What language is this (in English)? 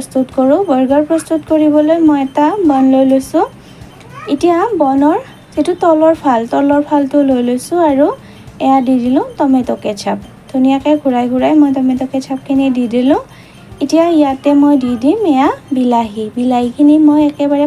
Assamese